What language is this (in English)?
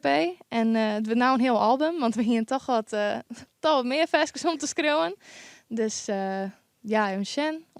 Western Frisian